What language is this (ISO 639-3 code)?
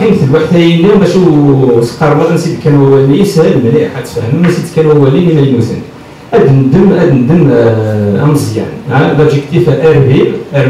kab